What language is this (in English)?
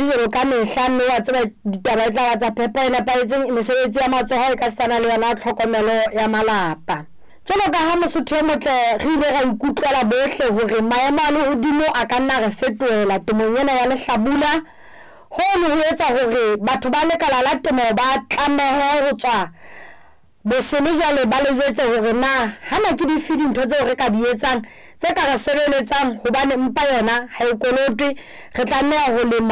Southern Sotho